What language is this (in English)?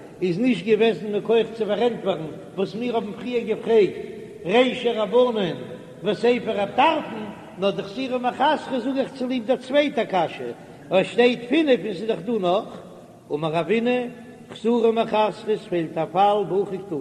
Yiddish